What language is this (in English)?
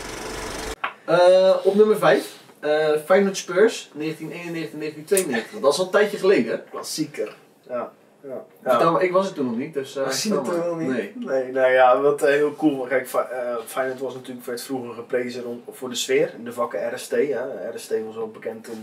Dutch